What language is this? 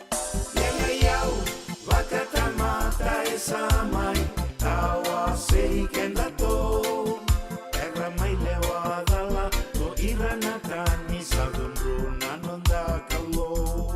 Fijian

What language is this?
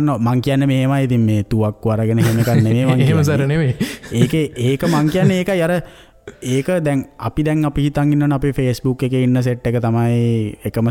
Sinhala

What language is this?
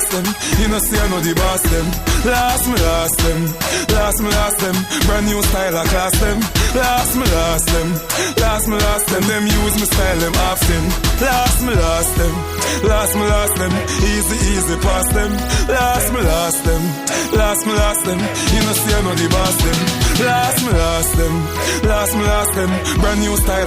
Jamaican Creole English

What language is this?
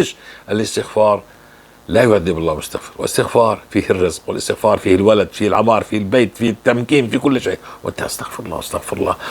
North Levantine Arabic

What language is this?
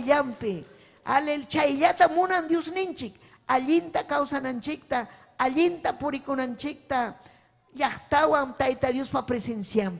Ayacucho Quechua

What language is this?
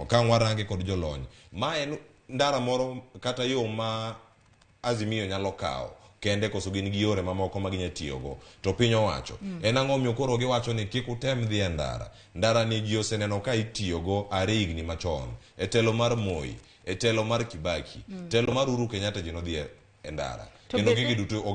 Luo (Kenya and Tanzania)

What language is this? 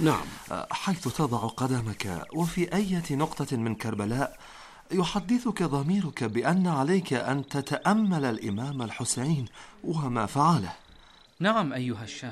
Arabic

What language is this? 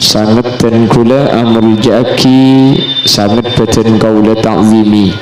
Madurese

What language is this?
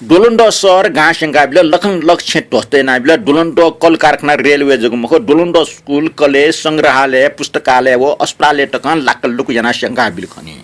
Newari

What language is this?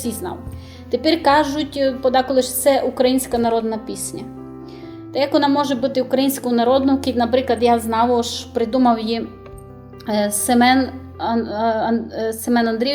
Rusyn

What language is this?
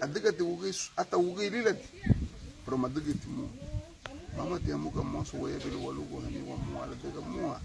Garifuna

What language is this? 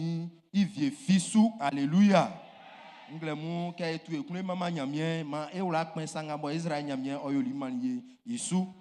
Baoulé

